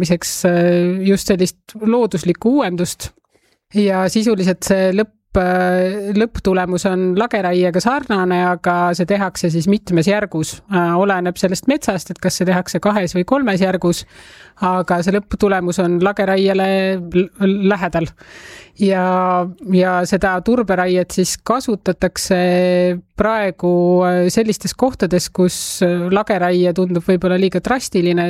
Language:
Estonian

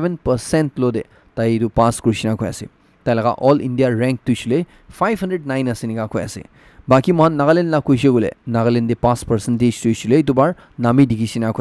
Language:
Naga Pidgin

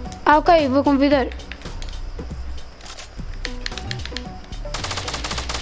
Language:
Portuguese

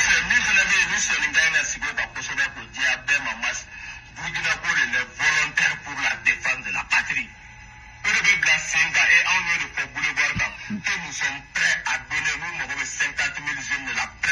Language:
Bambara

